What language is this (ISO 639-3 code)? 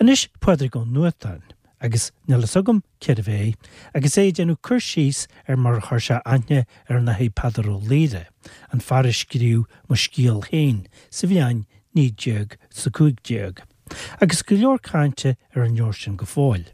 gle